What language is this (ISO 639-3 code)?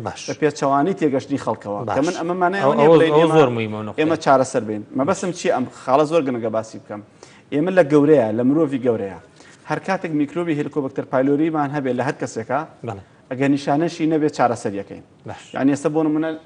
ckb